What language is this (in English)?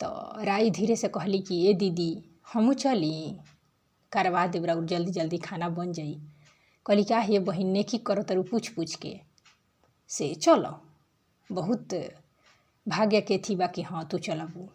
Bhojpuri